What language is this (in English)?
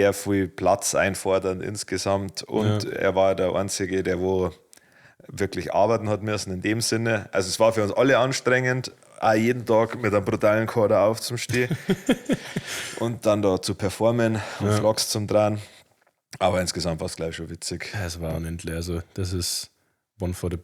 Bavarian